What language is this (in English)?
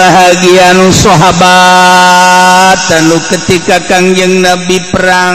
Sundanese